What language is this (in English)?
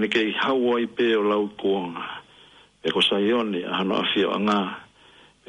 Tongan